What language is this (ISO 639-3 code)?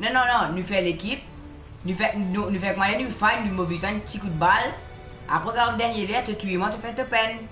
mfe